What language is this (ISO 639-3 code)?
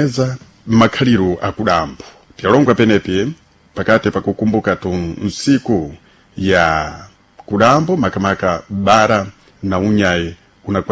seh